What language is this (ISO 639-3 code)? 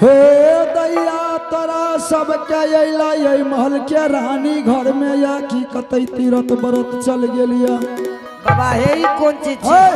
anp